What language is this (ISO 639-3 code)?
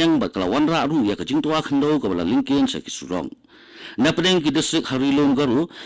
kha